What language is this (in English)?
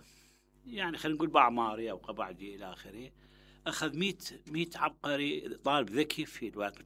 Mesopotamian Arabic